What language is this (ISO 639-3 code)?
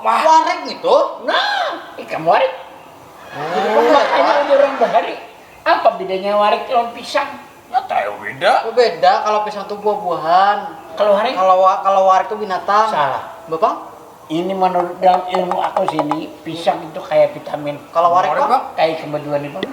bjn